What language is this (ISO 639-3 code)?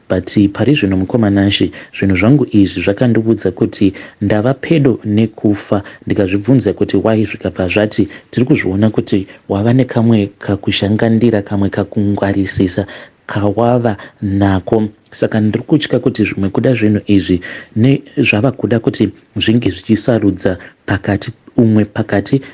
sna